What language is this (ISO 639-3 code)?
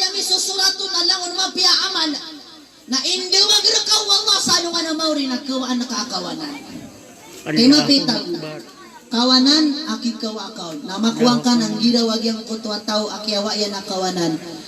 mrw